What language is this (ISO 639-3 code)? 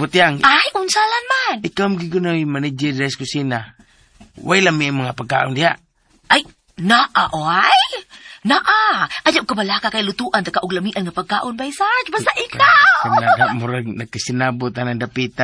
ceb